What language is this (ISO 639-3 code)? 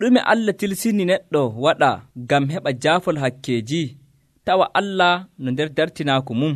fuv